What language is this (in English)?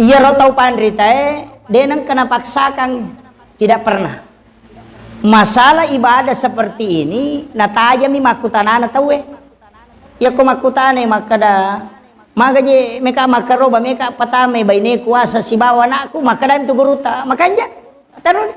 Buginese